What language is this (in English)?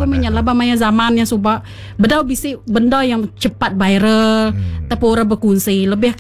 Iban